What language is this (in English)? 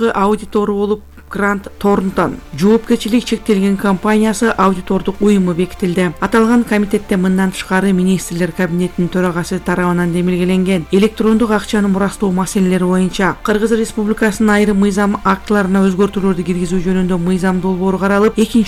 Kyrgyz